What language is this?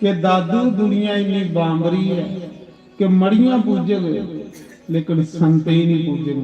Dogri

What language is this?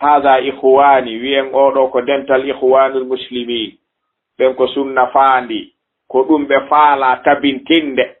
Fula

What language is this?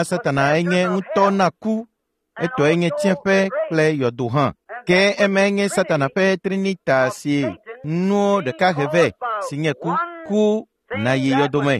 Ewe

